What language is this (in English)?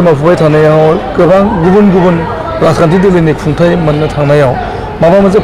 Bodo